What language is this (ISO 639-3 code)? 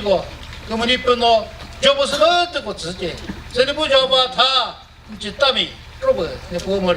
nri